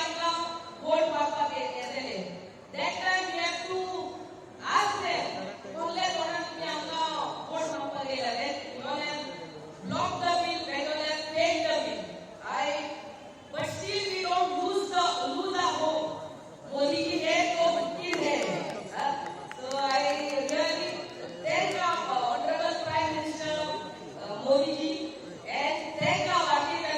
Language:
Konkani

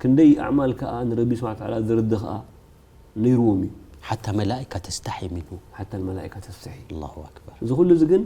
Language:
Tigrinya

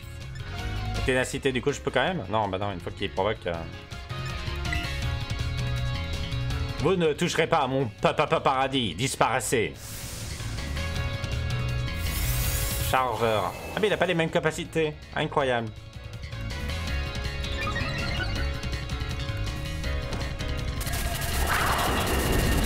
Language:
French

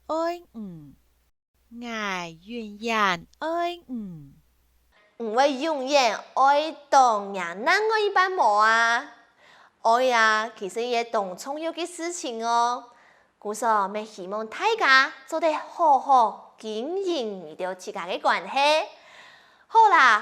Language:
Hakka Chinese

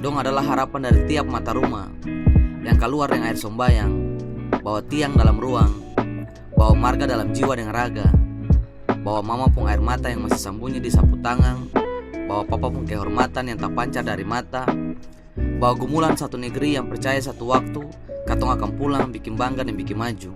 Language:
Ambonese Malay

